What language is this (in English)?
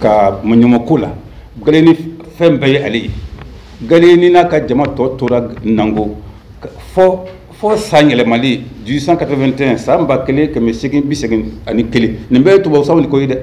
Bambara